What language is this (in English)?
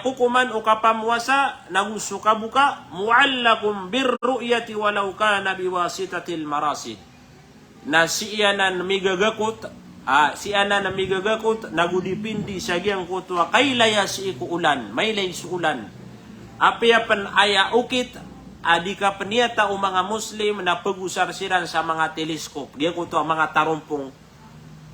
Maranao